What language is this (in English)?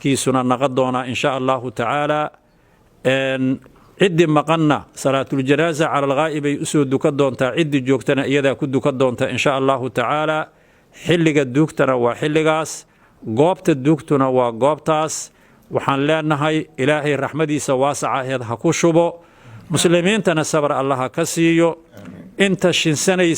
Somali